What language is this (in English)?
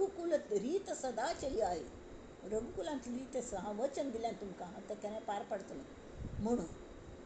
Konkani